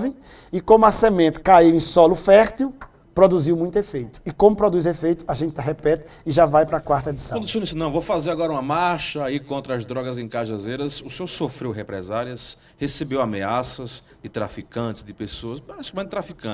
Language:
Portuguese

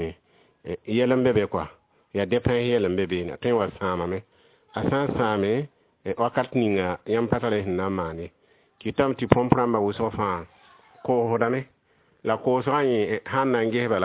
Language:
Mossi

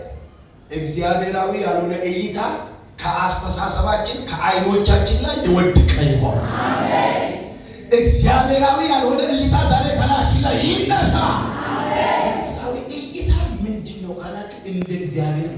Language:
Amharic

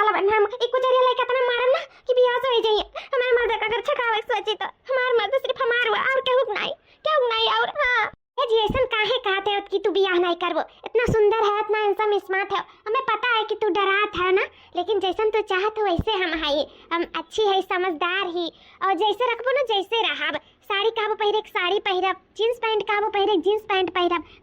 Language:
Awadhi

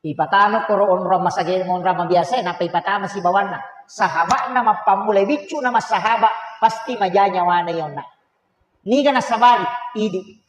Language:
Buginese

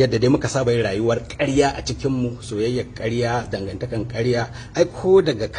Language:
Hausa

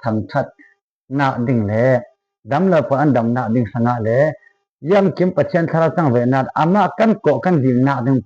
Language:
Falam Chin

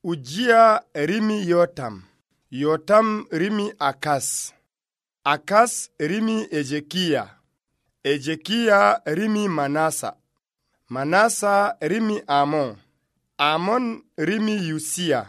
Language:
Nigerian Fulfulde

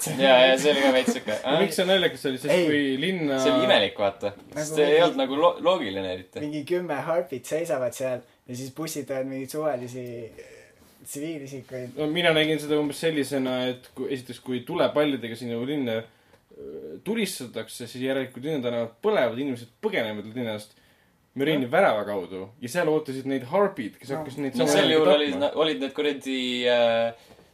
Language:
Estonian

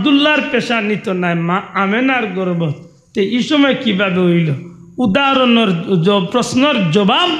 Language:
Sylheti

